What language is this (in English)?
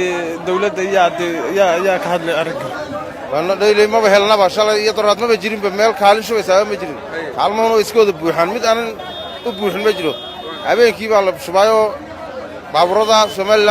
Somali